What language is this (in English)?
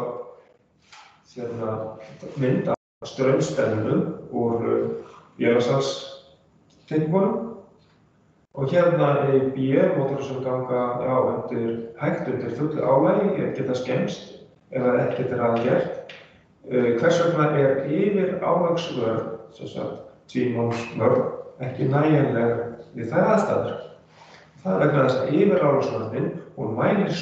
Icelandic